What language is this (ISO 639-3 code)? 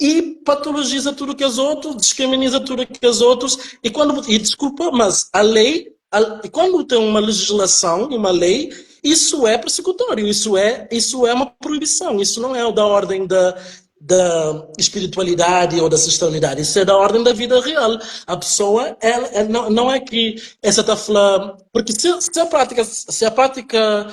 kea